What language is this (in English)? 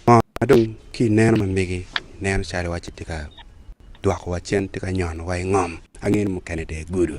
Acoli